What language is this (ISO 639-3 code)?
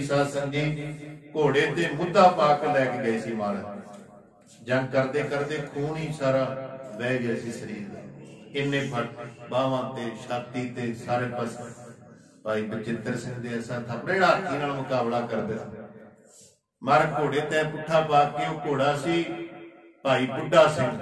pan